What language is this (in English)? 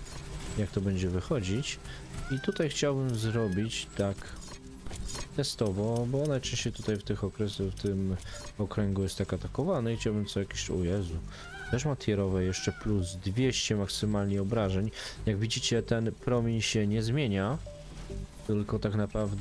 Polish